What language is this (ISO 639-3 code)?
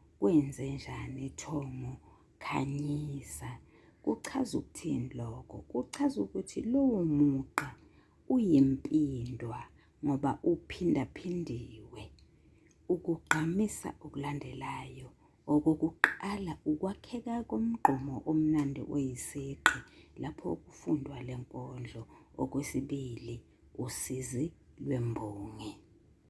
zul